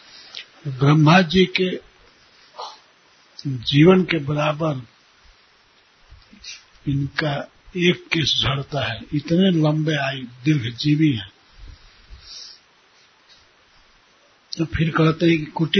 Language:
Hindi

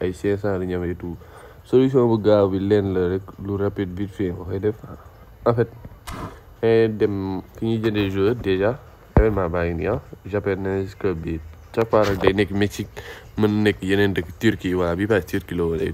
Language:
Wolof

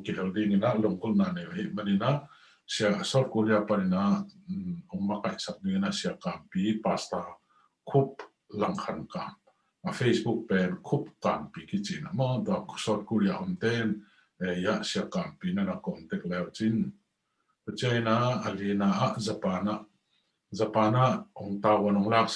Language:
Tedim Chin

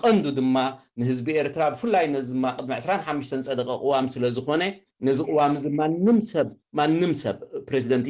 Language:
Tigrinya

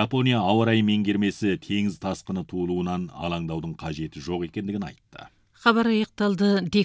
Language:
Kazakh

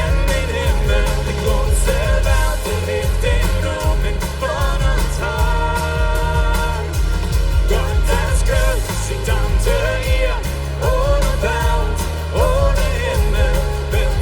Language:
Plautdietsch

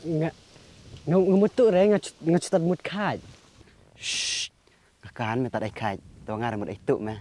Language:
Khasi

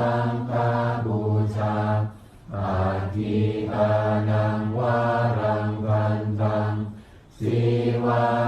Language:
Pali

